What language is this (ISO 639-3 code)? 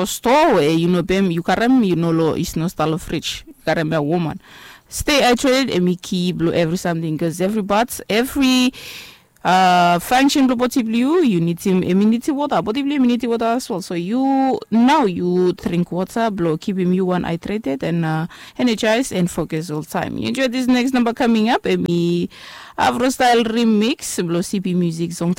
bis